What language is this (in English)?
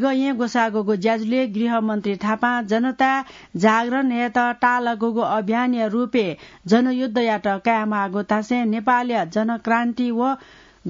Newari